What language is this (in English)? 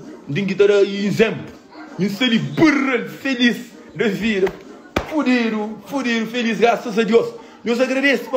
Kabuverdianu